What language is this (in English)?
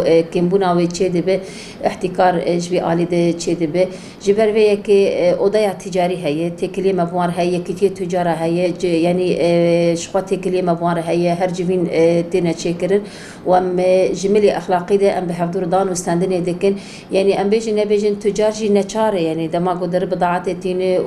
Kurdish